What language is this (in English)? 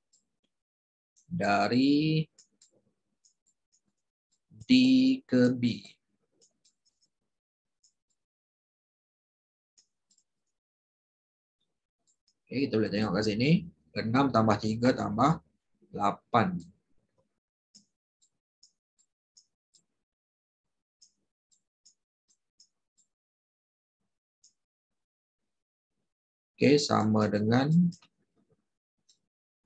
Malay